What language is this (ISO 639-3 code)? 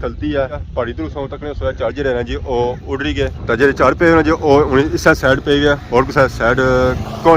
phr